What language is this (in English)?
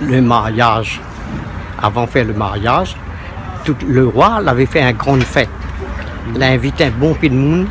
Réunion Creole French